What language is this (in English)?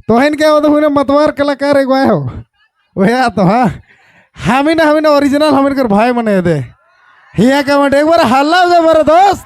Sadri